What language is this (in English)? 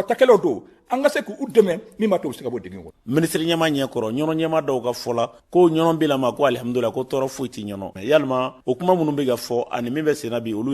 Bambara